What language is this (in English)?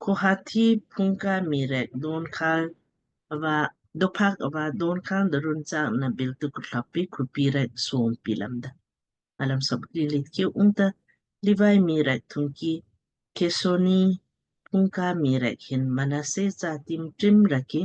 Lamkang